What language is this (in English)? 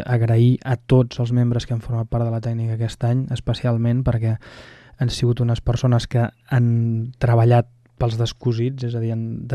Catalan